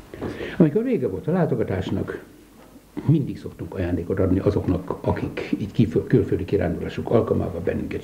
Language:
Hungarian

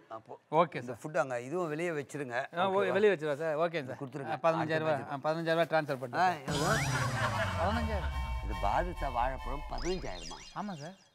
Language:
Tamil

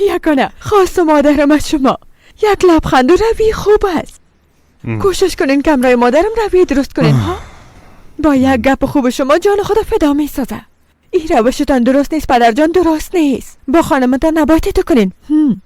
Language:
Persian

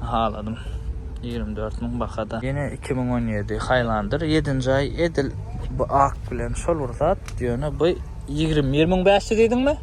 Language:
Turkmen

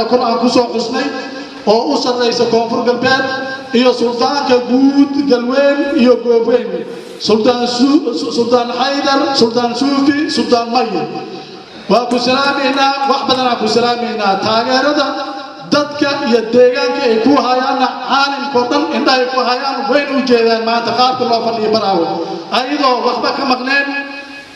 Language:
Somali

